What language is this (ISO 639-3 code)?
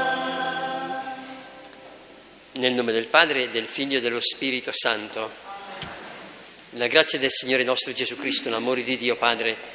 ita